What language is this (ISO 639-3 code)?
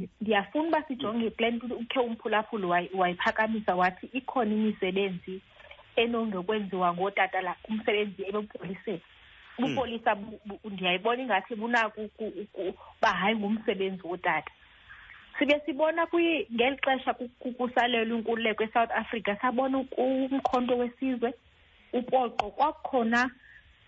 xho